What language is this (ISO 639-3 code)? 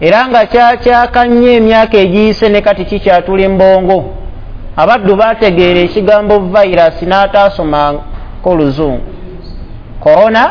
lug